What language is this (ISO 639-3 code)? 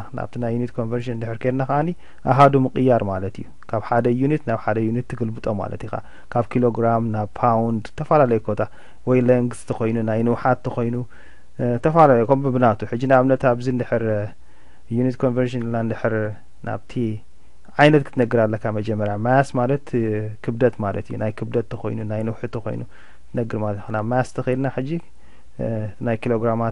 tir